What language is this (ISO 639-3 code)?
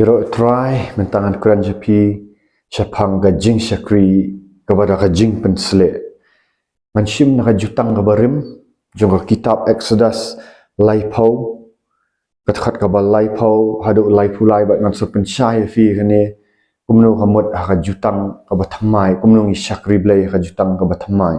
kha